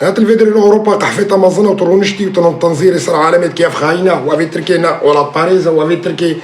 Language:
Kurdish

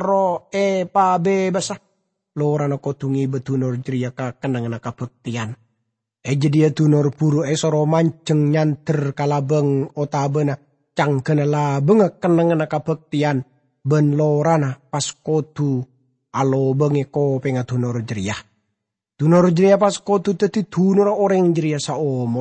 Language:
Madurese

